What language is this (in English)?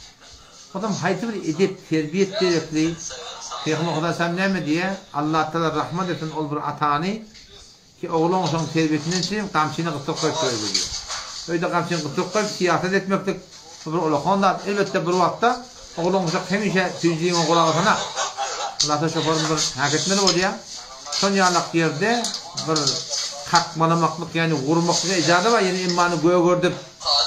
Turkmen